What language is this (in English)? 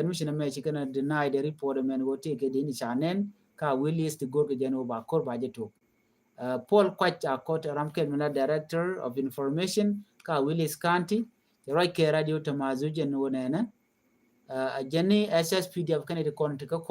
Nuer